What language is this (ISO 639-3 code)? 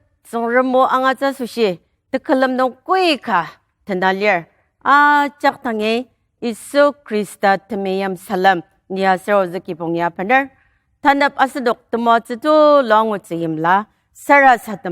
njo